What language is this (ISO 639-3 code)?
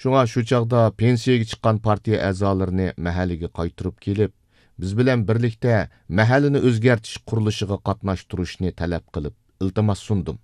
uig